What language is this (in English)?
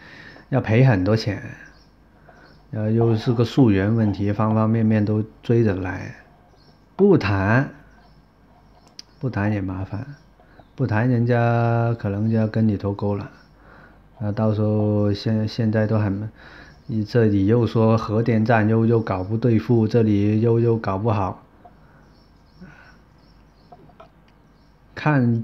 Chinese